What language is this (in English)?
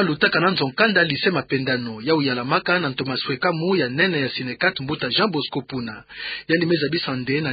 Kituba (Democratic Republic of Congo)